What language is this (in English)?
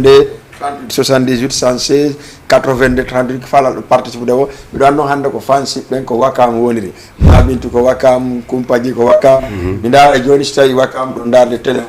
Fula